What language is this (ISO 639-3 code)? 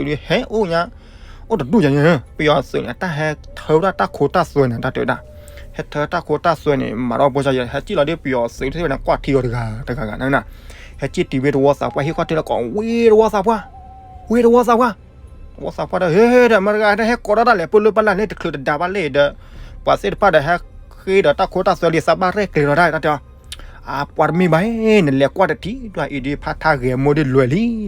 ksw